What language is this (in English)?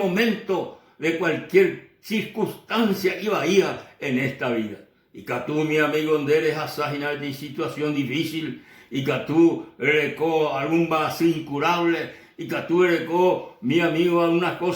Guarani